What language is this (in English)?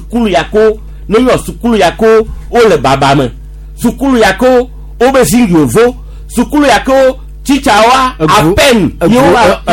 Gen